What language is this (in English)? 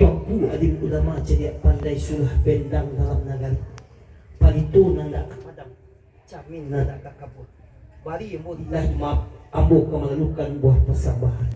Minangkabau